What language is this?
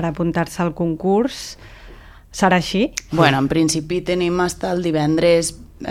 Catalan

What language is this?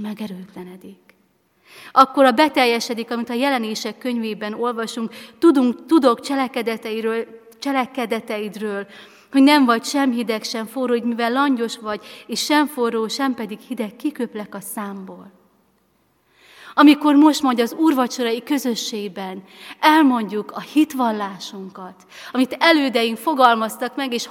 Hungarian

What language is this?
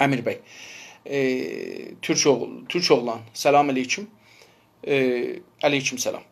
South Azerbaijani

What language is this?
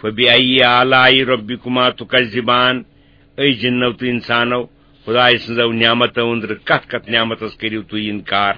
Kashmiri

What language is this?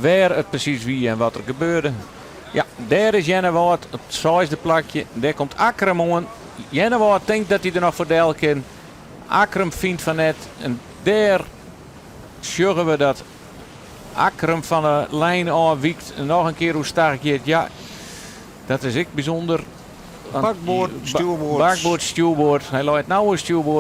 Western Frisian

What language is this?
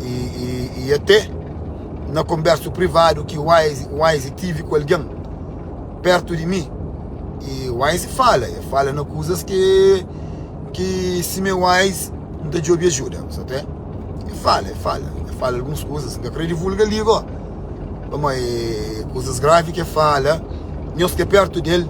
Kabuverdianu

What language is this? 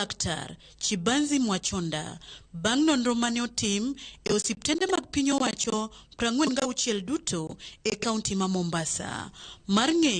Luo (Kenya and Tanzania)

